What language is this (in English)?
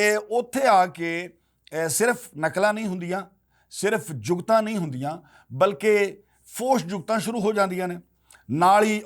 Western Panjabi